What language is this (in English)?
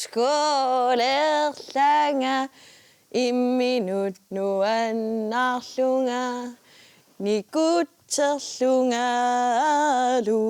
Kalaallisut